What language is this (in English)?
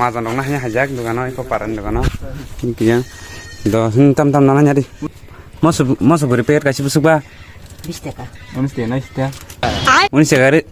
Kok Borok